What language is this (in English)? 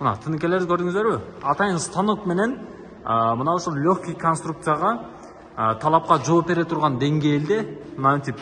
Kyrgyz